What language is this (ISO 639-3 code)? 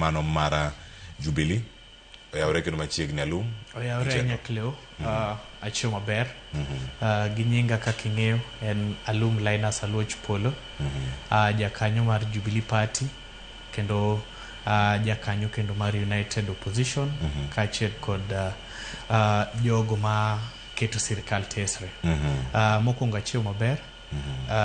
luo